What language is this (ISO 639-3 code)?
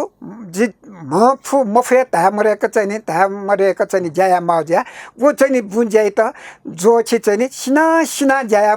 new